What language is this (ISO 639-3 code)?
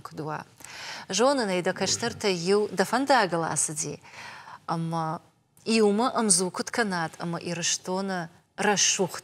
oss